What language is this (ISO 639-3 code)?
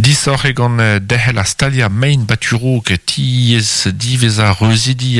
bre